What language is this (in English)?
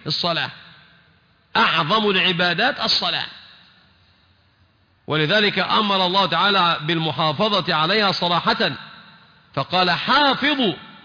Arabic